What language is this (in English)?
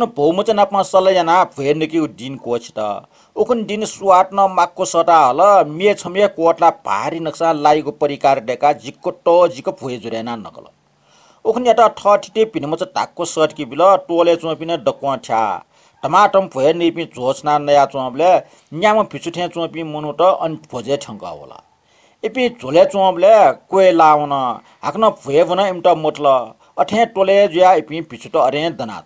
Newari